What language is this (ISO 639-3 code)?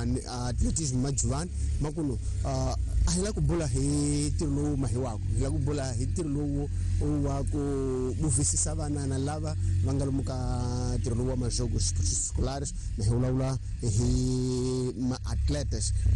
tso